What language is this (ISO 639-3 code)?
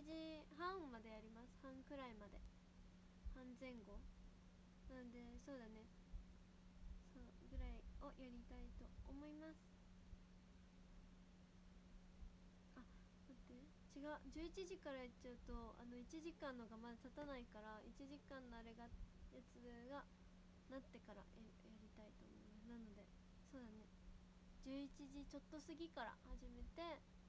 jpn